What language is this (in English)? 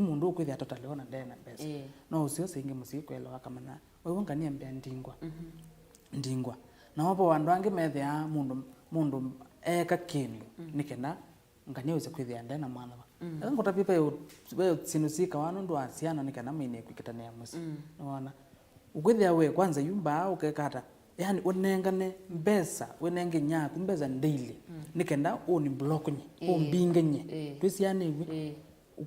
Kamba